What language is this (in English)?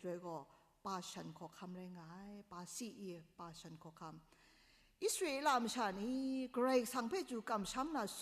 Kachin